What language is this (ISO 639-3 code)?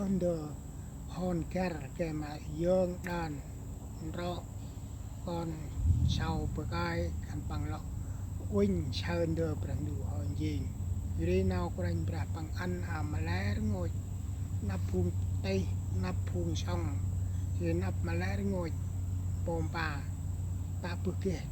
cmo